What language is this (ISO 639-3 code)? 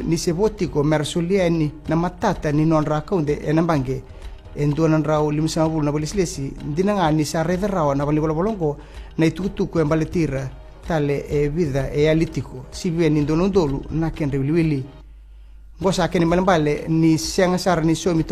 fij